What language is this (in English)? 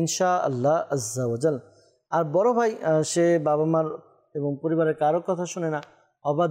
Bangla